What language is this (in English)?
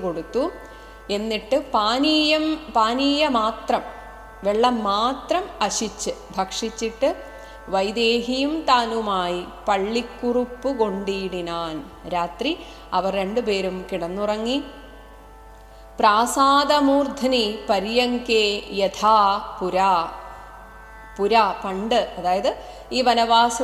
Malayalam